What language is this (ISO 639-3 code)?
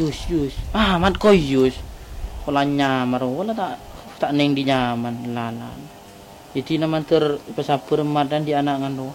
mad